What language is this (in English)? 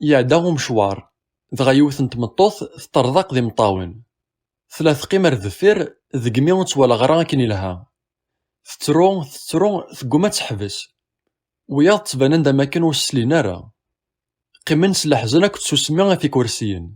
Kabyle